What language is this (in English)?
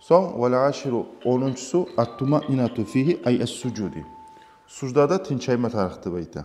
Kumyk